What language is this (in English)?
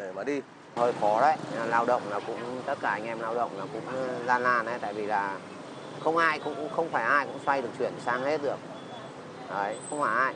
Vietnamese